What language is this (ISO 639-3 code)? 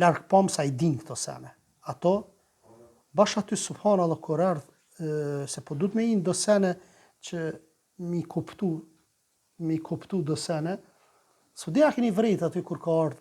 sqi